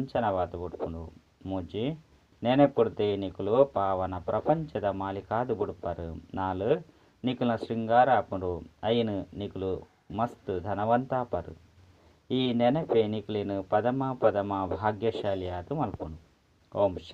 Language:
Tulu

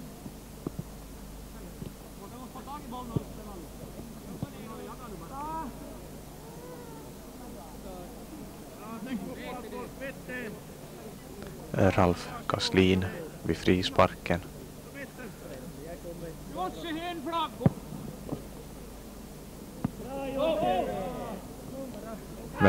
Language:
Swedish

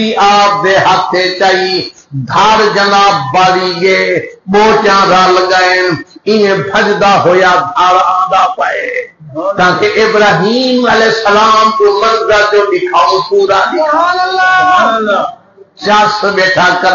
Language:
Saraiki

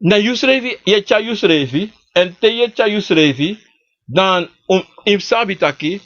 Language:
Sranan Tongo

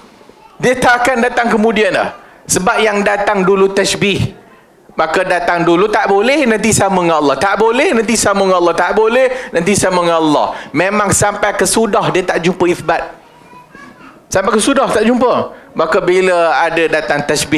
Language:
Malay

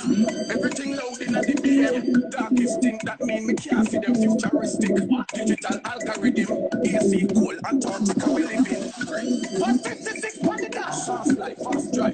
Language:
Jamaican Creole English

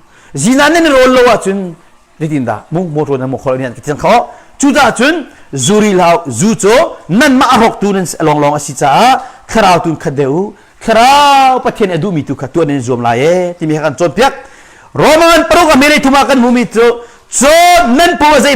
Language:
Hakha Chin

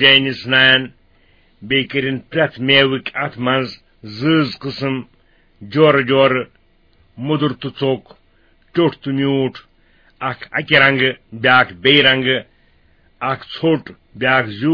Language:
Kashmiri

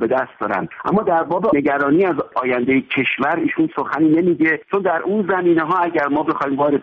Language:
Persian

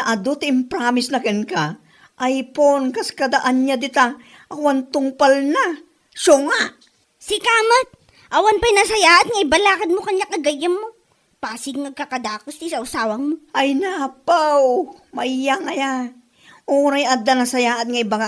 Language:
Iloko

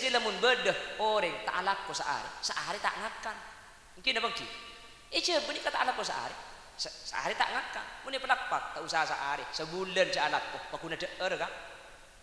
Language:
Madurese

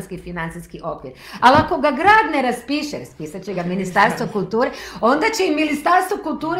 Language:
Croatian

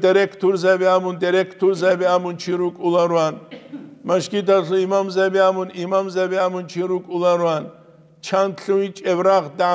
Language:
Avaric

